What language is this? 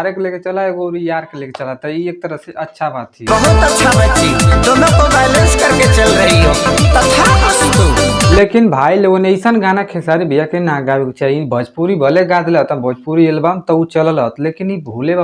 Bhojpuri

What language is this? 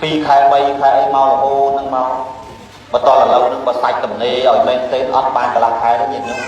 Khmer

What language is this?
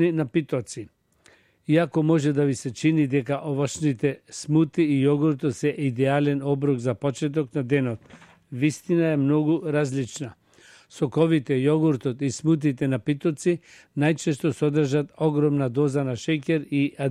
Macedonian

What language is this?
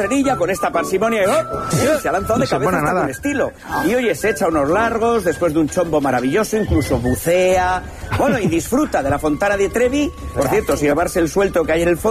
Spanish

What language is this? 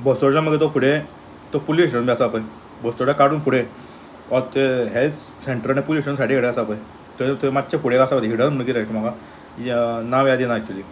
Konkani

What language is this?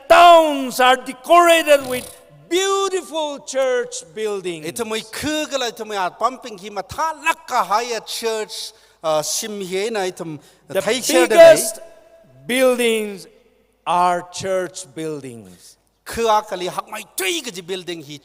Tangkhul Naga (India)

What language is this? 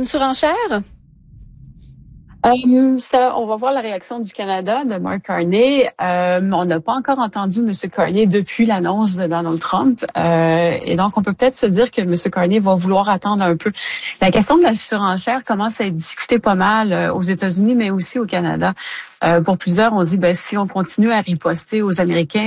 French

